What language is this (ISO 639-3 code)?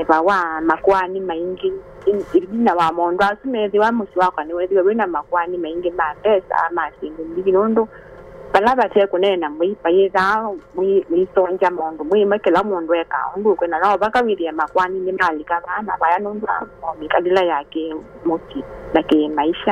kam